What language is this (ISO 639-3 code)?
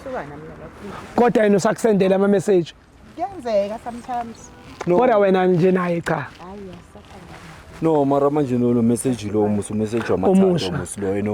zul